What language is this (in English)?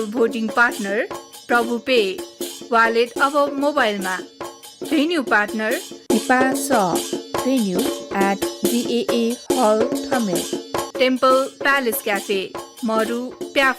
Newari